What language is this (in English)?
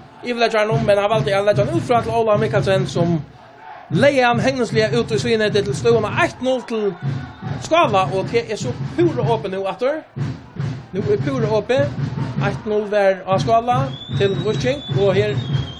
Faroese